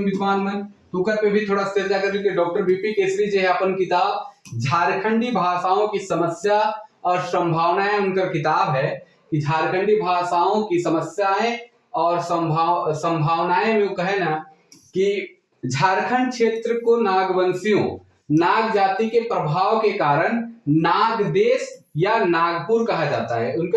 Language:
Sadri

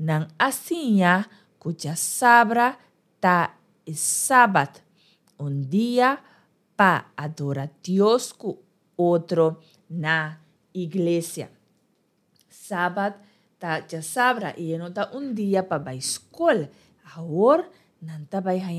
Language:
Papiamento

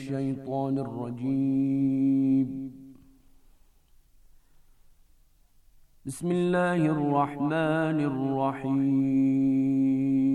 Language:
Bosnian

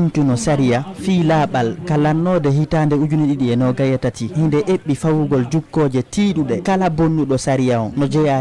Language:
Fula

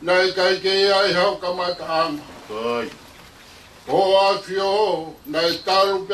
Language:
Tongan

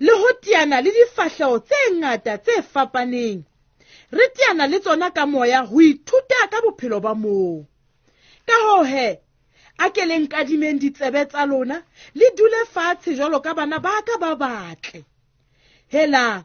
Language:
Southern Sotho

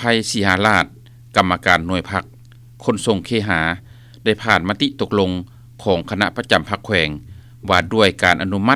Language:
Lao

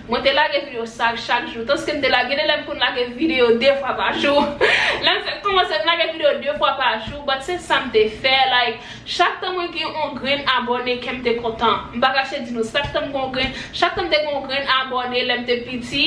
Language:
Haitian Creole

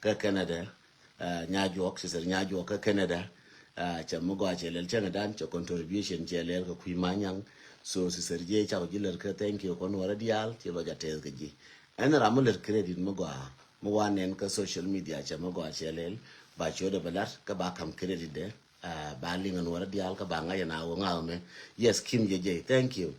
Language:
Nuer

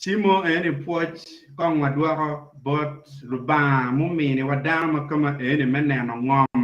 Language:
Acoli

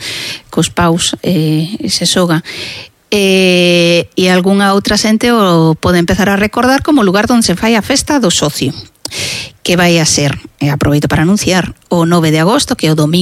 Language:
Galician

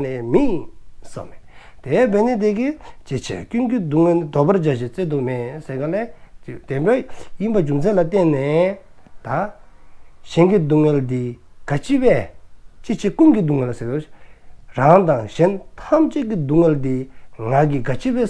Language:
Dzongkha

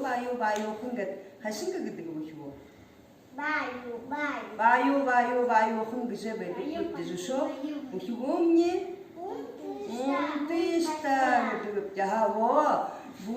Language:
Buriat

